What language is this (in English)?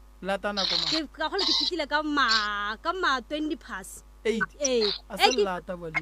Northern Sotho